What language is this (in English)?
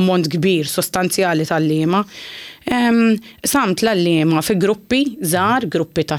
Maltese